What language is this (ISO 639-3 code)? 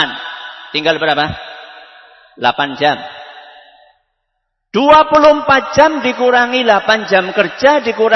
ind